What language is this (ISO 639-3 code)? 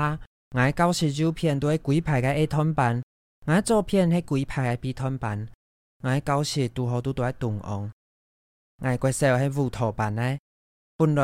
hak